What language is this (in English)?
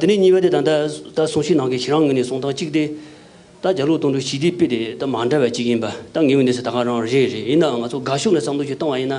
Tibetan